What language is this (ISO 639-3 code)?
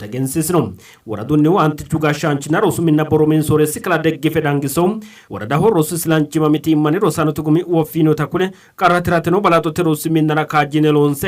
sid